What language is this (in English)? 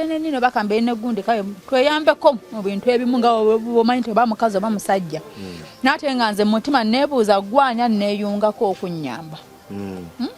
Ganda